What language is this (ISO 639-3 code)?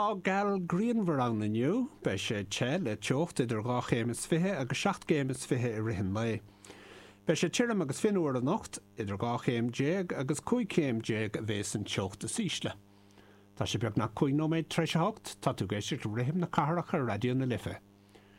gle